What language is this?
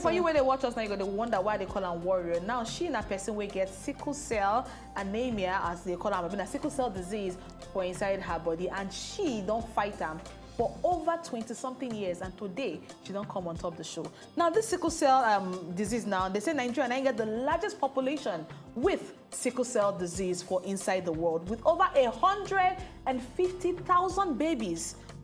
Nigerian Pidgin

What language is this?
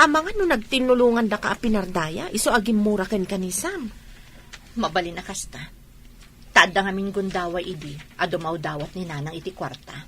Iloko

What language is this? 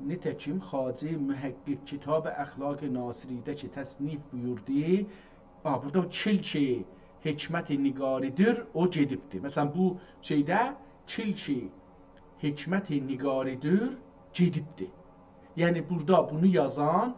South Azerbaijani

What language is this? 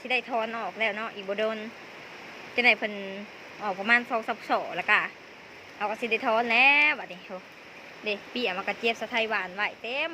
Lao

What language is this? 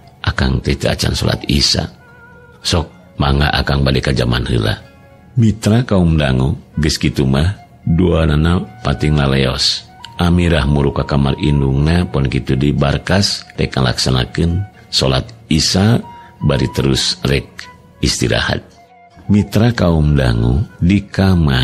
Sundanese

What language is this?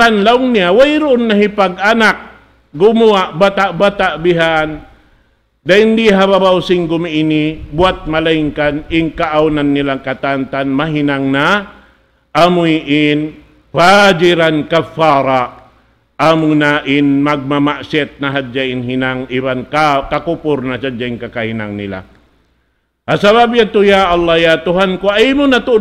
Tausug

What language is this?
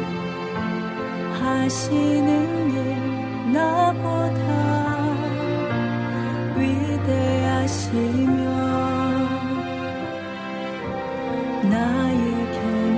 Korean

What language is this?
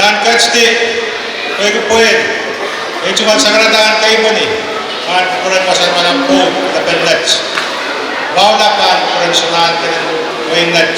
Pohnpeian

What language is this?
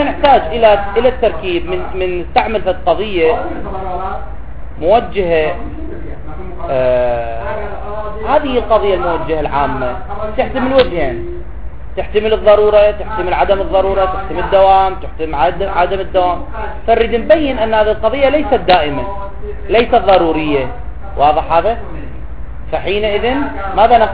Arabic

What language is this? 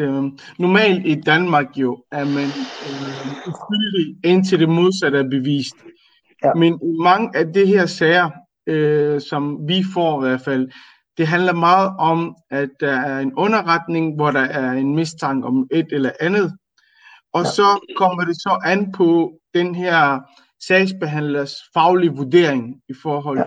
Danish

